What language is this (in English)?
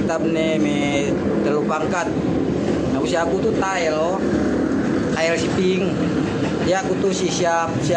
Yakan